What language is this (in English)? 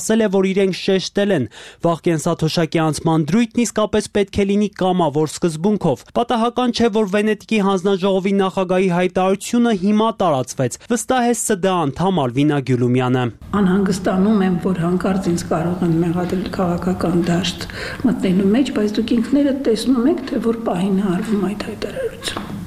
Armenian